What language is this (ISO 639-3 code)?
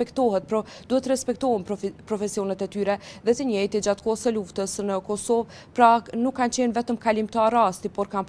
sqi